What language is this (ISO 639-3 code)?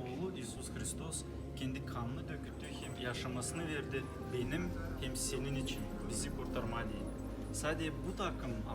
gag